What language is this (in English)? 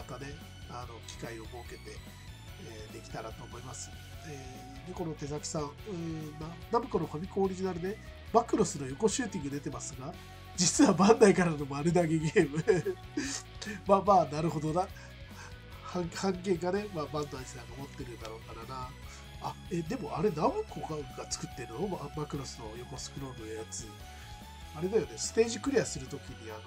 Japanese